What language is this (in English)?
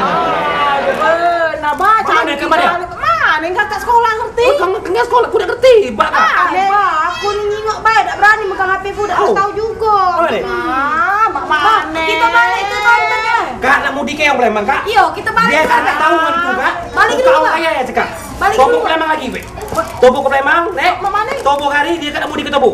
Musi